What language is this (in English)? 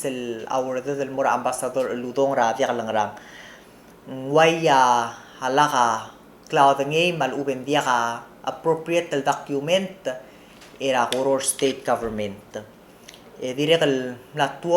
Palauan